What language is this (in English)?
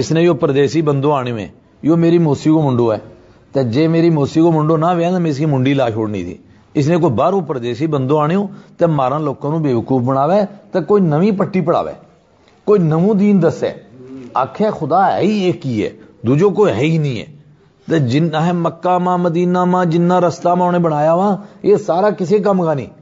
Gujari